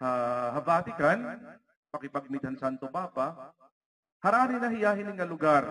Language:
Waray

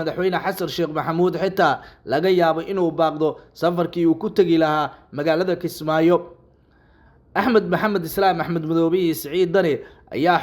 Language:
Somali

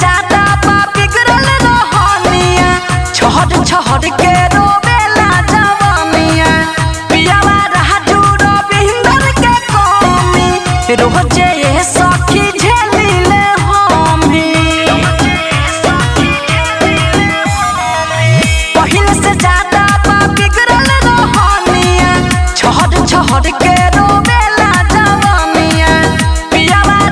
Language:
Bhojpuri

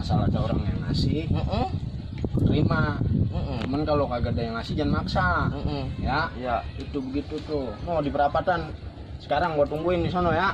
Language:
Betawi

